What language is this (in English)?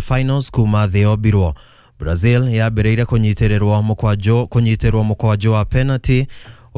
Kikuyu